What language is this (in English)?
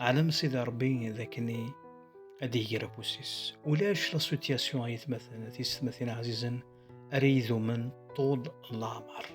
Kabyle